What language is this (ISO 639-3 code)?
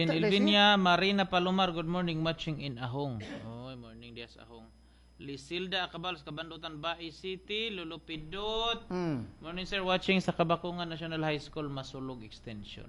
ceb